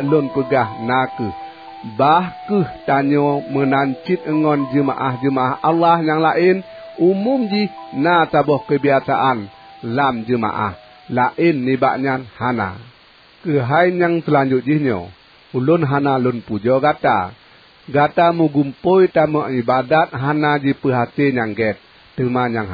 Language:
Achinese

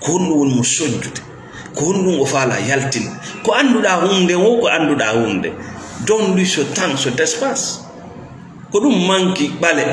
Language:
Fula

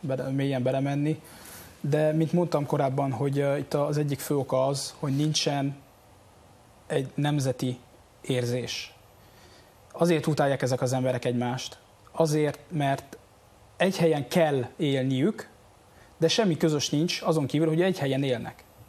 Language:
Hungarian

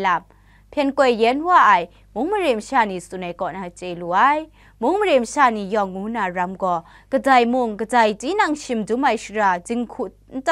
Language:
Kachin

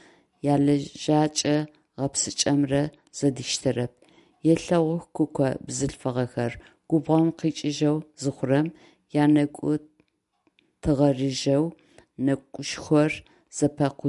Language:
Adyghe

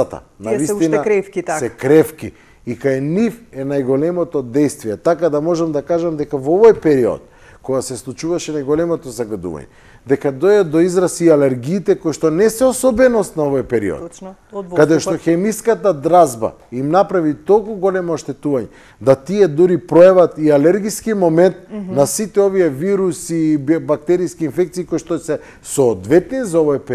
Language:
Macedonian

